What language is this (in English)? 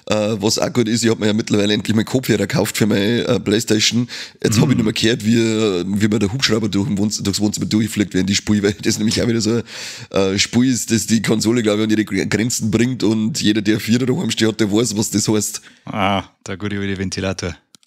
Bavarian